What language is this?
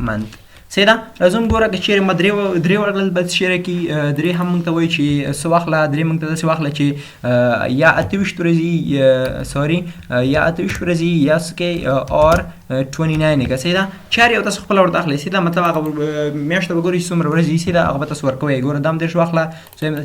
Pashto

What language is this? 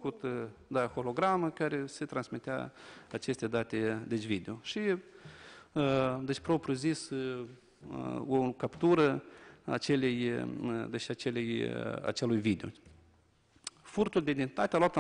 Romanian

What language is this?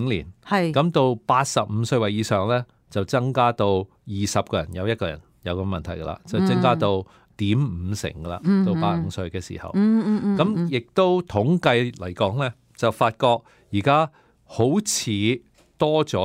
Cantonese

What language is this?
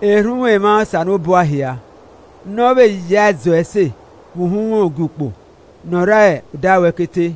Esan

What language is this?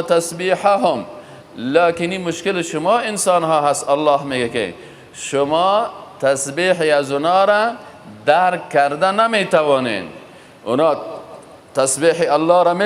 Persian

